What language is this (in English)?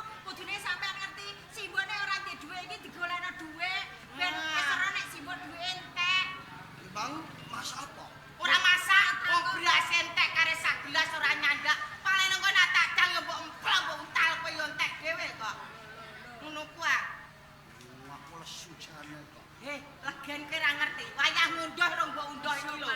Javanese